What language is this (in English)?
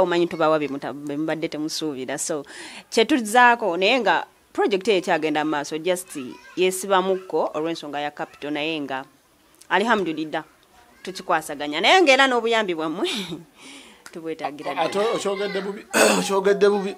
Ganda